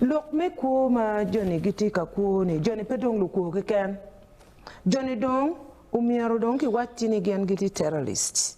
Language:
Acoli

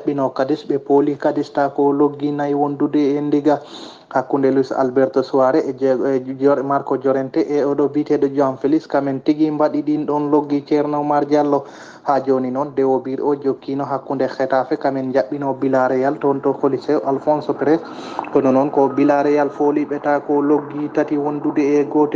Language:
Fula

